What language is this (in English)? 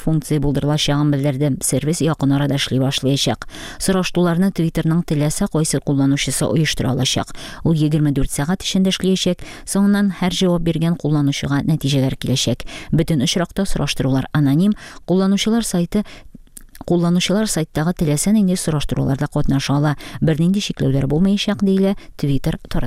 Tatar